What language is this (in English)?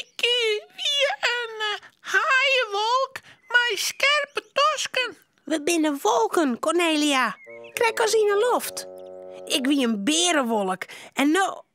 Western Frisian